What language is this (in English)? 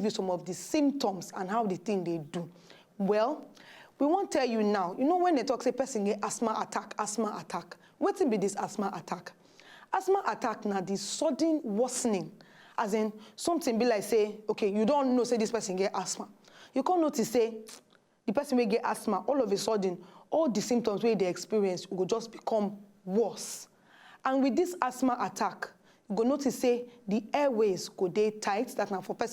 Nigerian Pidgin